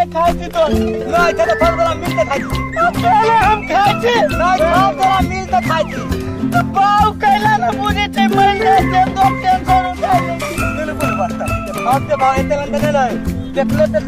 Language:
Maithili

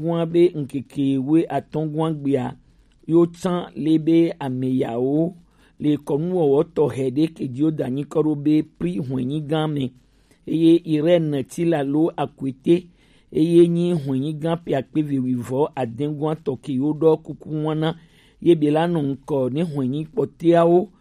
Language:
Gen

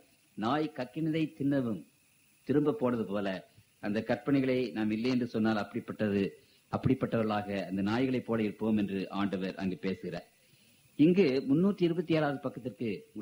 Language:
Tamil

